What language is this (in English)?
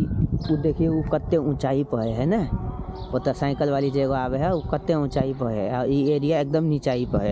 Maithili